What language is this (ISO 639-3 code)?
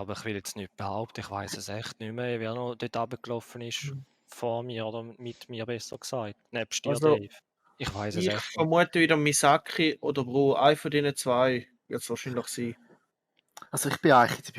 gsw